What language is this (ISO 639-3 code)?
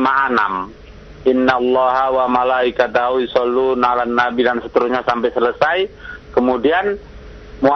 ind